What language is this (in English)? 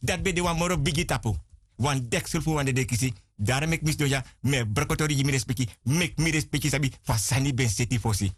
Sranan Tongo